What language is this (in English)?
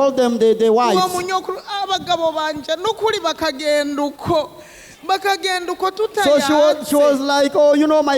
Rundi